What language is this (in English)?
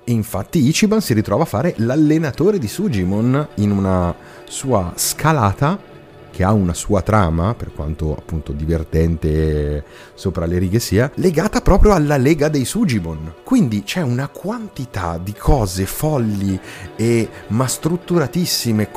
Italian